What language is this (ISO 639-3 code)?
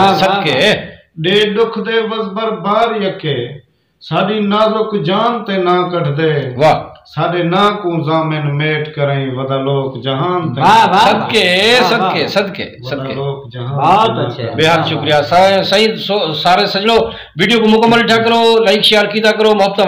skr